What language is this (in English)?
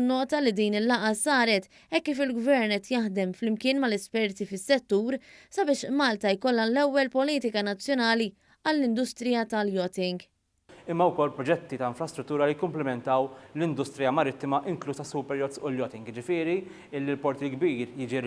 Maltese